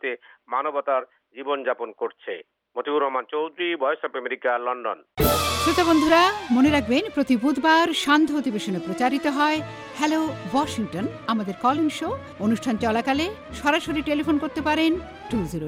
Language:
Bangla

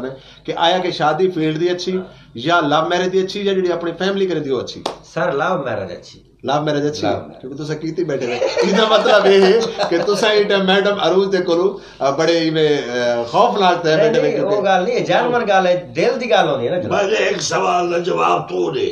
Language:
Saraiki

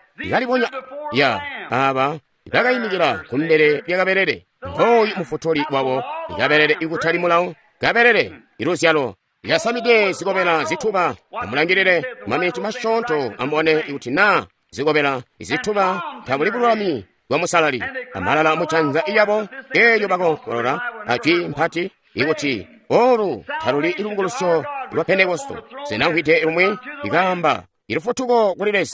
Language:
Tonga (Zambia)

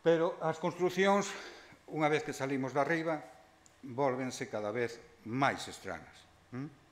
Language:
Galician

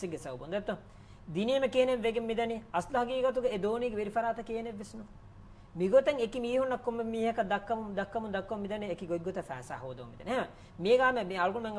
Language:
Divehi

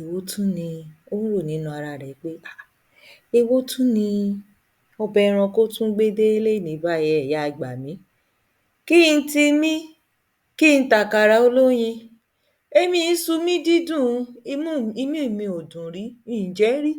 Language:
Yoruba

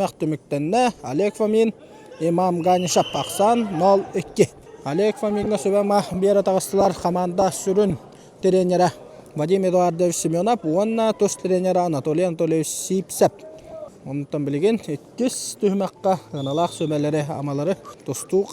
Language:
Yakut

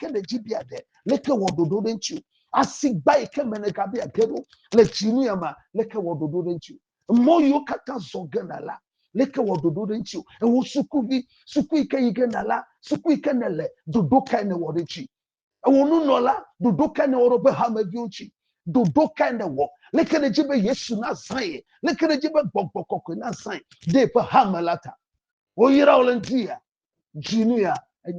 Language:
Ewe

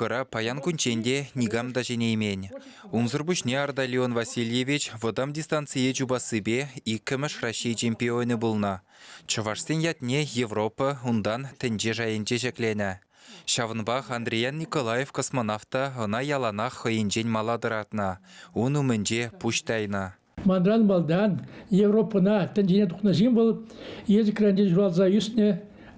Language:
Chuvash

